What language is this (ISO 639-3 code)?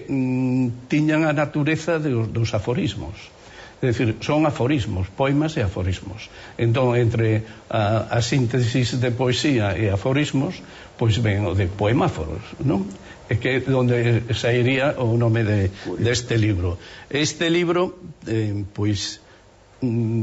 glg